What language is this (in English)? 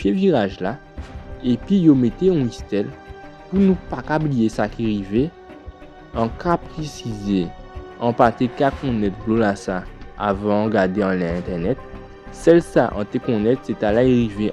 Guadeloupean Creole French